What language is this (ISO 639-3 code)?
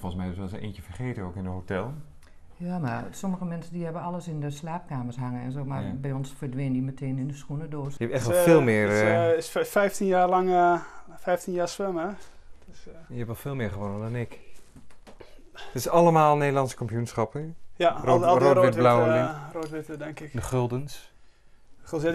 nld